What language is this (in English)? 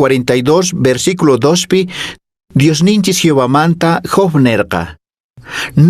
Quechua